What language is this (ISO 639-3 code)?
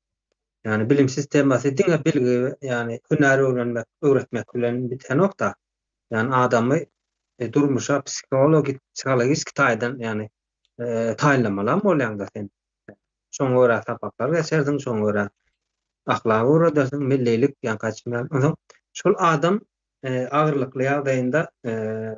tuk